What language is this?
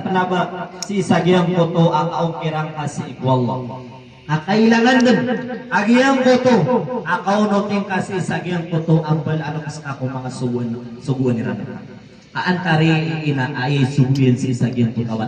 Maranao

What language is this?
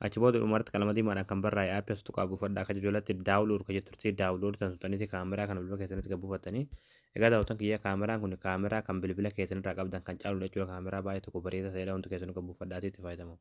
Oromo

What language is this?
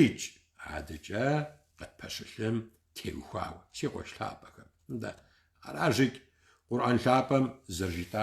Kabardian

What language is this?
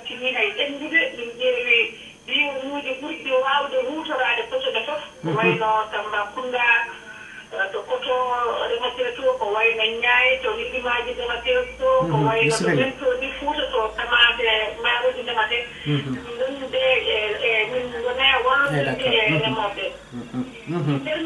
Fula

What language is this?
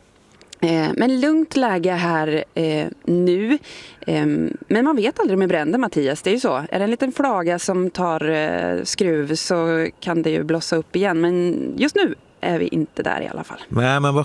Swedish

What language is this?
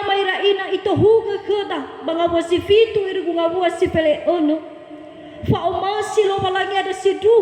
Nias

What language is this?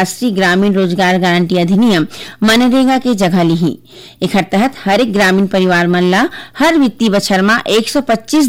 Chhattisgarhi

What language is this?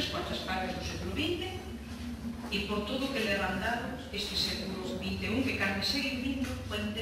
Galician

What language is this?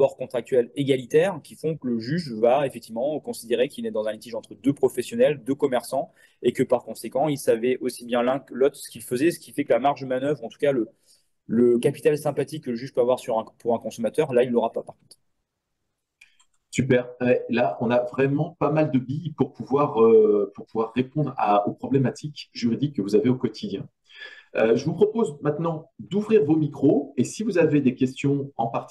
French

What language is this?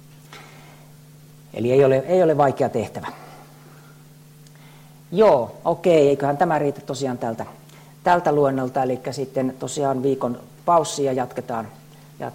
Finnish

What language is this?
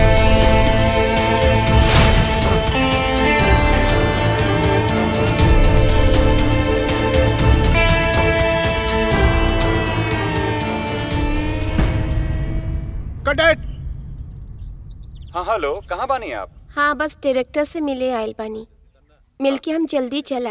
Bhojpuri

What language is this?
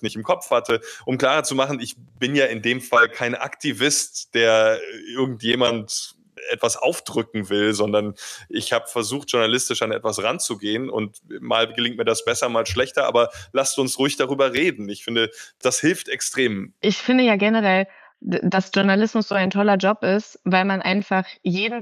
German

